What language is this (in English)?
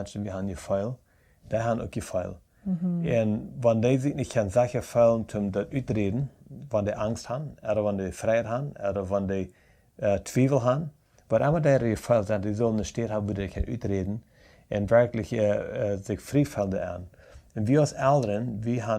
Plautdietsch